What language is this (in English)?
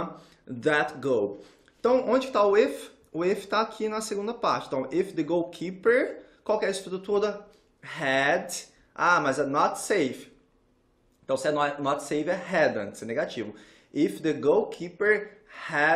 Portuguese